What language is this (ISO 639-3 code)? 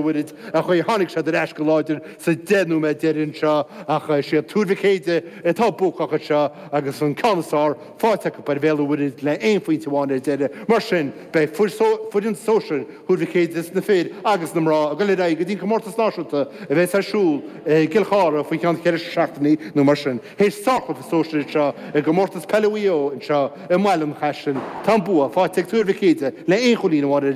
gle